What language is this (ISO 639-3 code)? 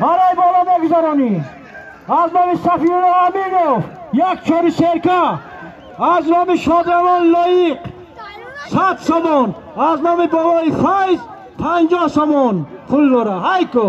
tgk